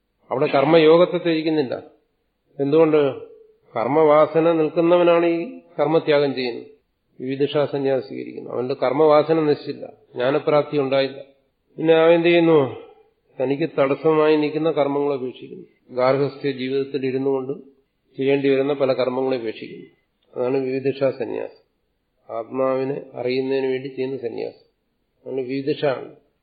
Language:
Malayalam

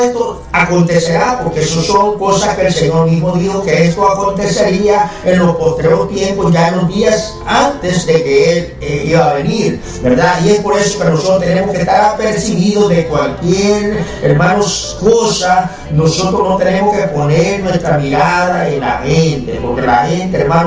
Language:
Spanish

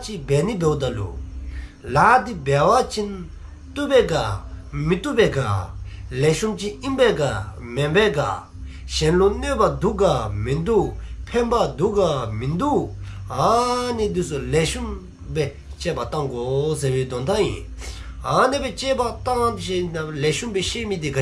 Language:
Dzongkha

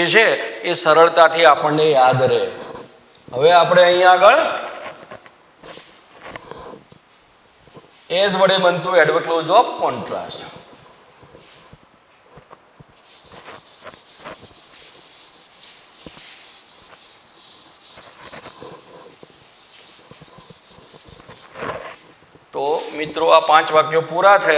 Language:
Gujarati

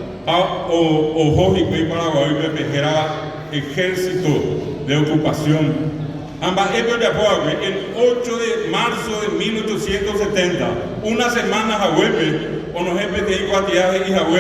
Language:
Guarani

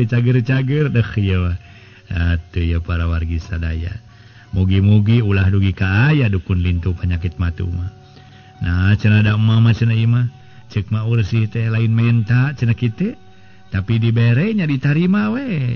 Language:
Sundanese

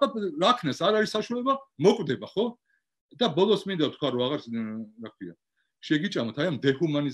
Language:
Georgian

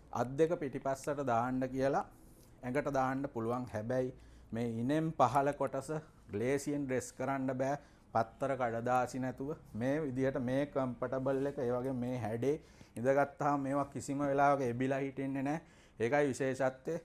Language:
Sinhala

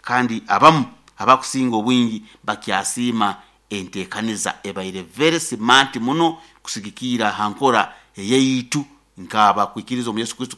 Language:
Nyoro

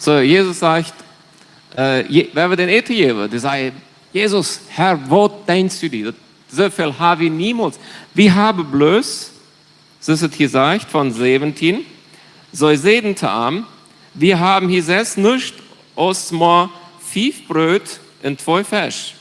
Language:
Plautdietsch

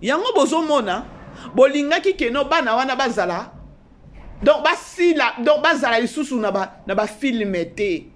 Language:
Lingala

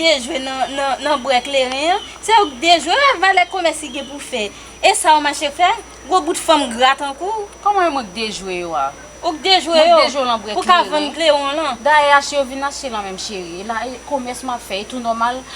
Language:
Haitian Creole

